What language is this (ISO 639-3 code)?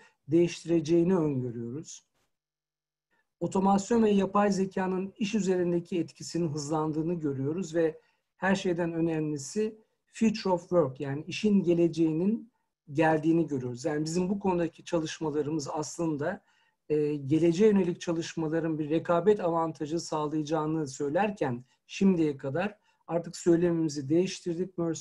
tur